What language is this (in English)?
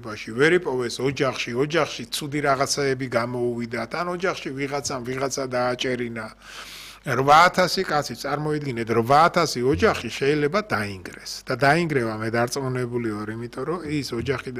Georgian